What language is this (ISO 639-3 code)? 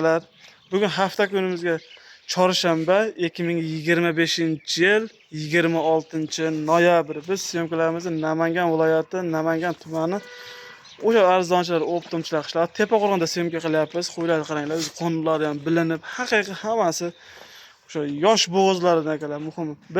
uzb